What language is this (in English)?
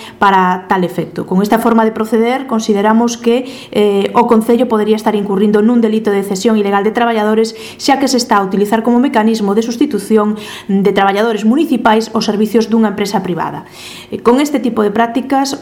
Galician